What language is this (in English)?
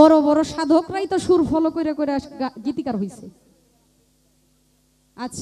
Bangla